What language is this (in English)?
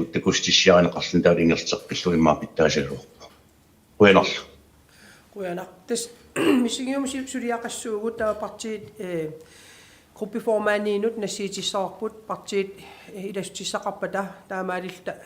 Kalaallisut